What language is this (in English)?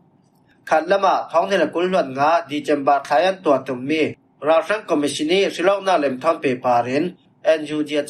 Falam Chin